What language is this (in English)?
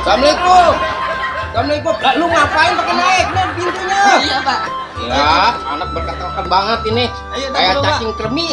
Betawi